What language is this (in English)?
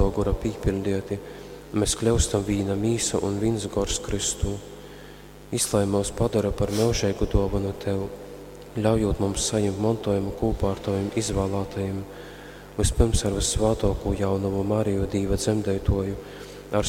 Latgalian